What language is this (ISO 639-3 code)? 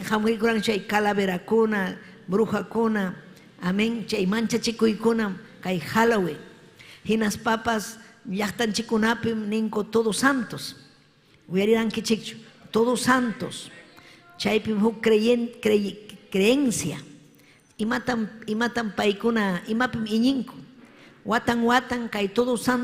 quy